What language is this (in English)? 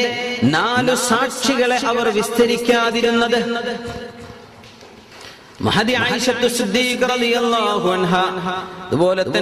Malayalam